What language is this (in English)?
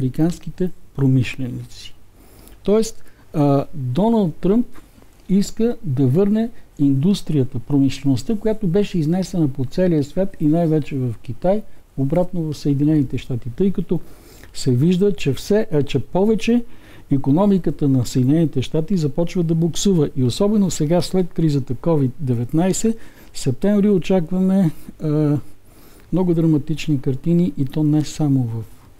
Bulgarian